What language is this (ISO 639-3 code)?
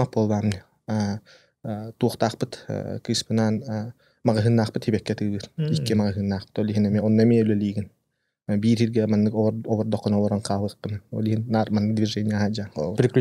sah